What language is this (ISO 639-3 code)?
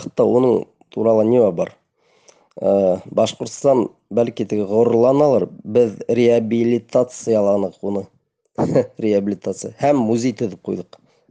bak